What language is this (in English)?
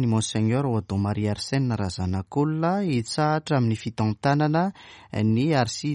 Malagasy